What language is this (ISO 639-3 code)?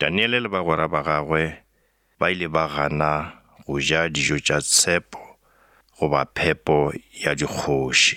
nso